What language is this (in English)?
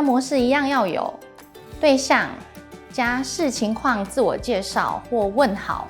Hakka Chinese